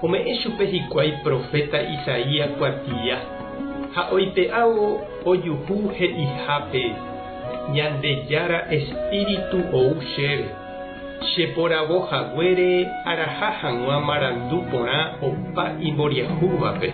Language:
Guarani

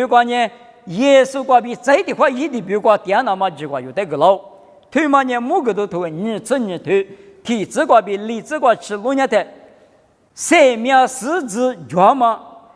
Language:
Lisu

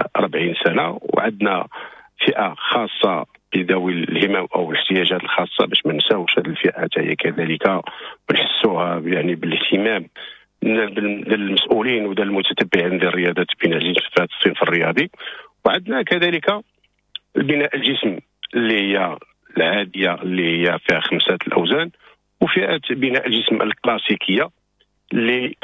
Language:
Moroccan Arabic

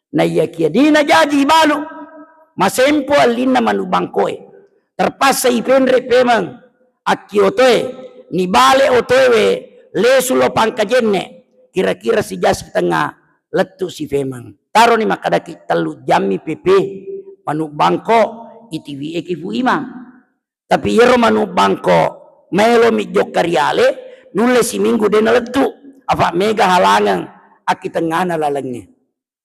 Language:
Buginese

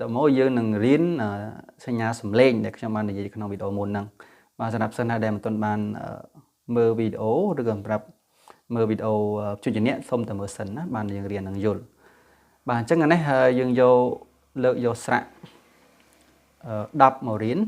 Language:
Khmer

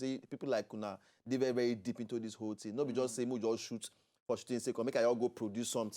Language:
Nigerian Pidgin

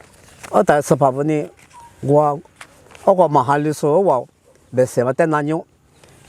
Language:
Lisu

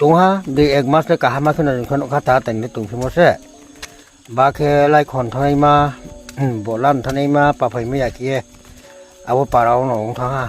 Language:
Riang (India)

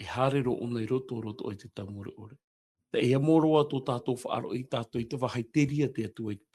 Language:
Tahitian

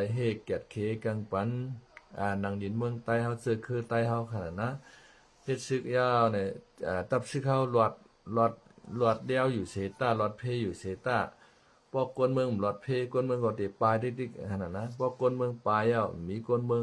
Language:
Shan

